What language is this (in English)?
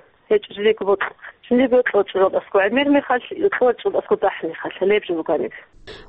Avaric